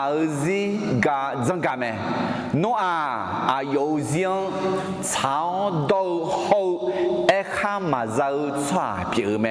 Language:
Akha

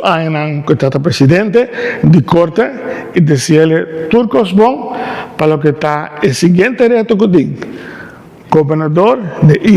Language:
Papiamento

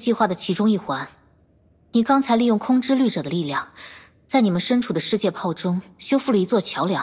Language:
Chinese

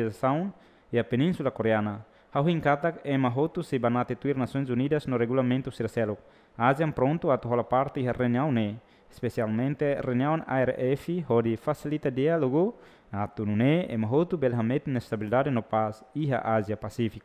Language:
Tetum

